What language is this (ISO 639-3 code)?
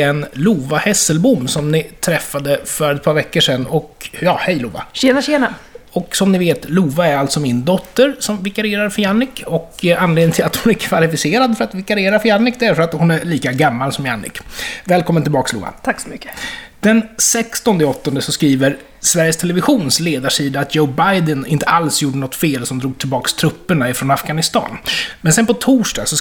swe